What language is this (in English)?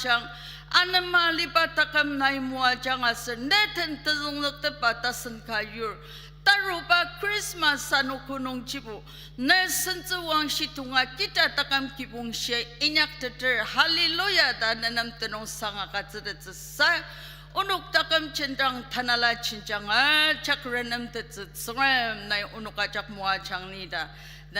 Ao Naga